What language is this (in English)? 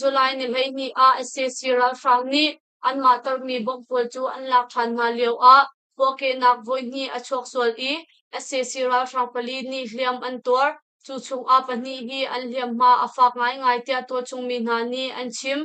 Hakha Chin